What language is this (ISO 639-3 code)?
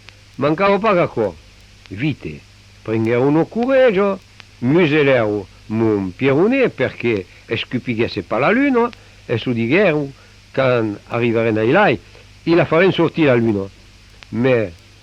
oci